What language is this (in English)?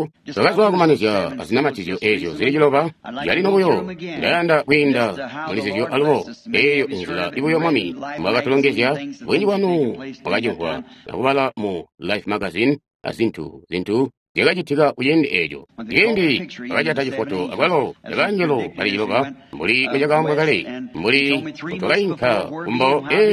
Tonga (Zambia)